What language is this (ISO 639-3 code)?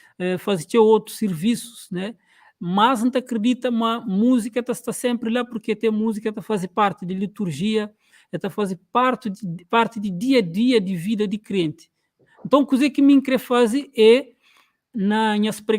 kea